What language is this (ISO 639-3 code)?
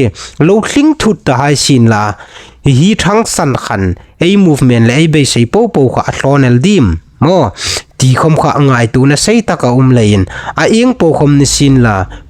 hmr